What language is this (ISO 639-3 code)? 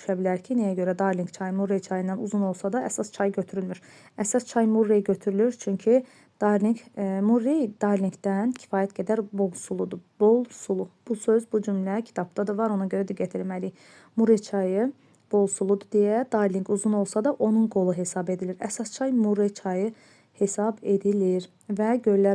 aze